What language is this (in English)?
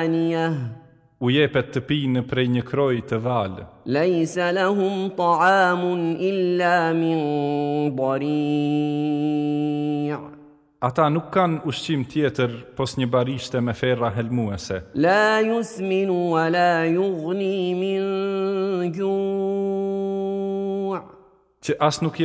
Albanian